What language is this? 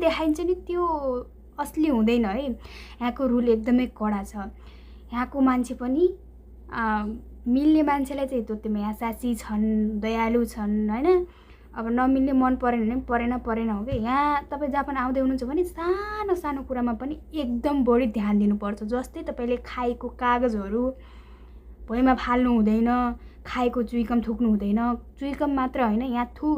Nepali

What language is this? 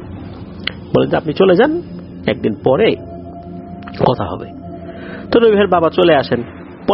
Bangla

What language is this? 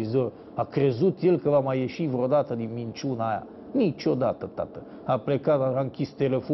Romanian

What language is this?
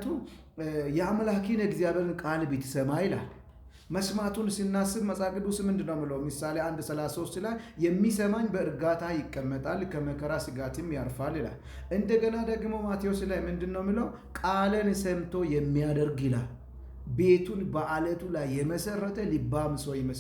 Amharic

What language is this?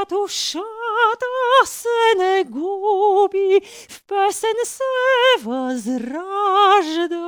Bulgarian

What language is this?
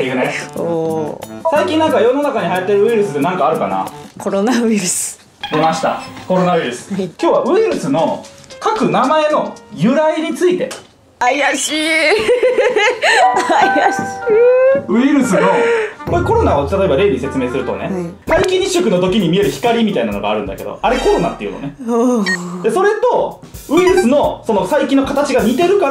Japanese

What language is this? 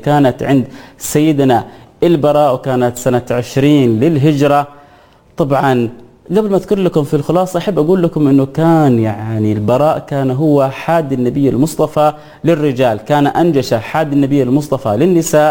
Arabic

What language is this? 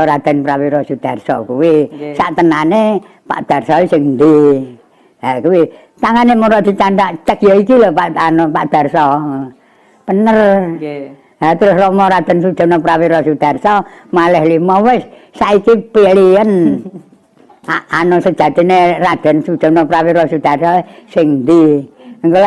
Javanese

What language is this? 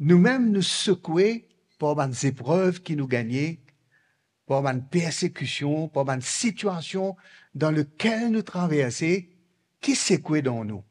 Morisyen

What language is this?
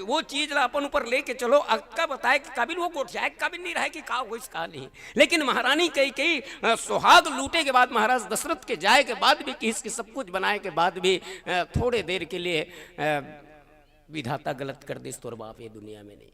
Chhattisgarhi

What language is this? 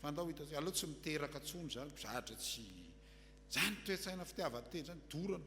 Malagasy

